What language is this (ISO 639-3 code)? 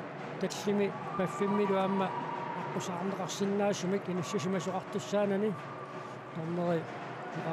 kal